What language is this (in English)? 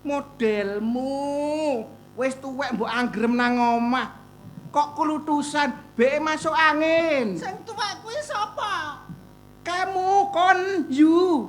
Javanese